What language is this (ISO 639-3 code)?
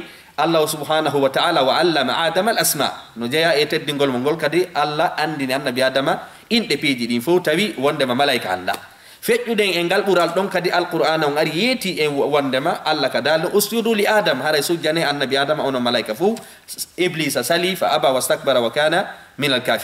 ful